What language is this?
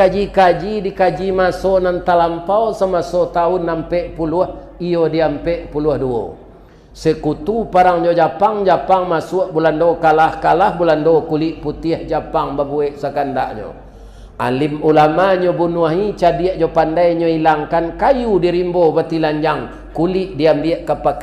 Minangkabau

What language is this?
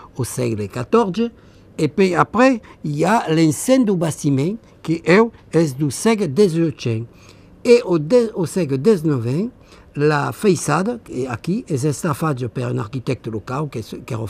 Occitan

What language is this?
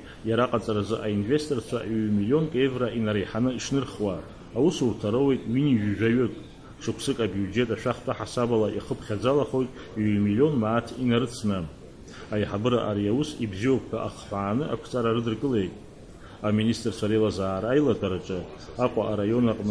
Abkhazian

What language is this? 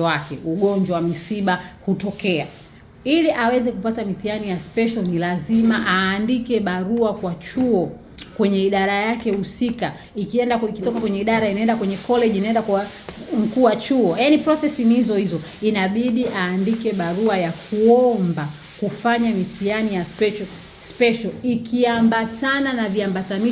Swahili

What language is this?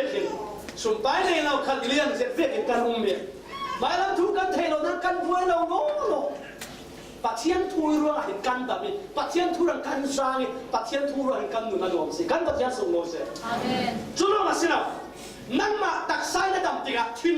Falam Chin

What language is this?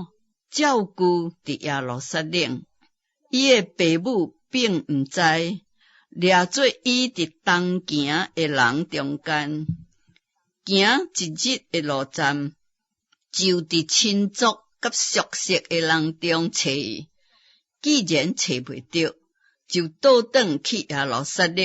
Min Nan Chinese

